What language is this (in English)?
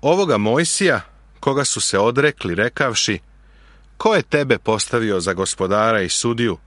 Serbian